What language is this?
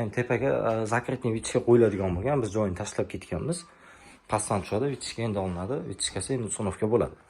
Uzbek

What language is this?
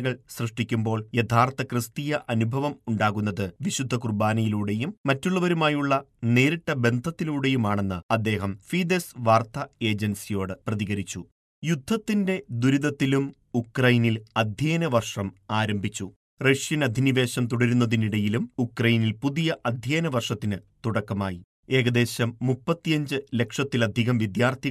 Malayalam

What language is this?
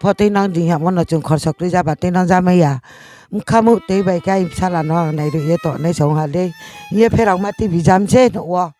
Riang (India)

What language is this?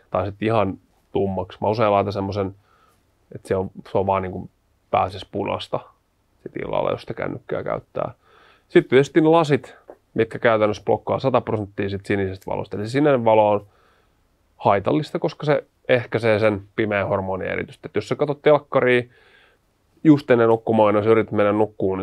Finnish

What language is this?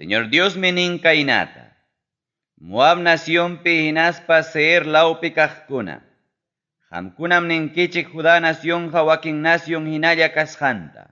Ayacucho Quechua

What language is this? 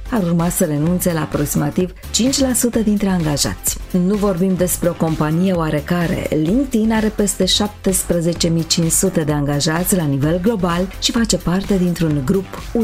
Romanian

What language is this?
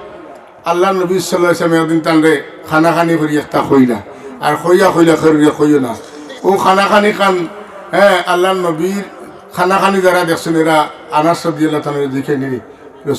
Sylheti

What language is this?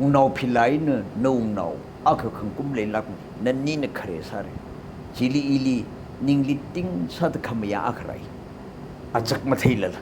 Tangkhul Naga (India)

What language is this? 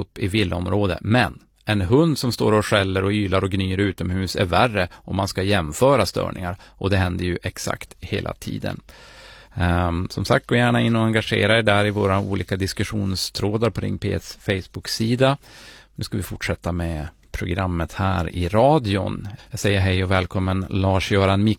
Swedish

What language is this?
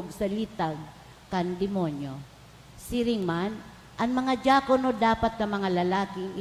Bikol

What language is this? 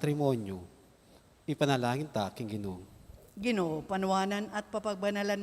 Pampanga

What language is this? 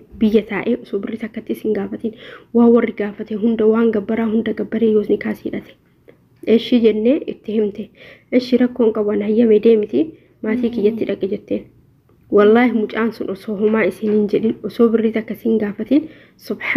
Oromo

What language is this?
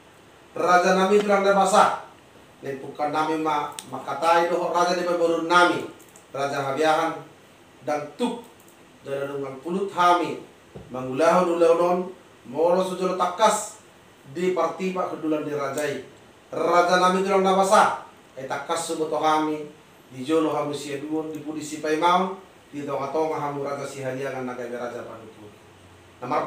Batak Toba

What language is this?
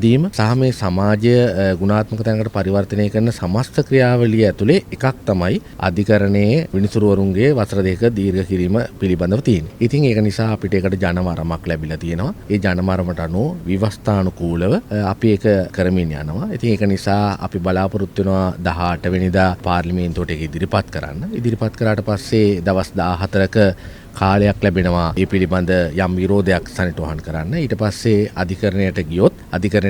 Sinhala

